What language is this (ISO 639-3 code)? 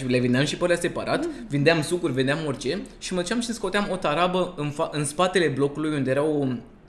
ron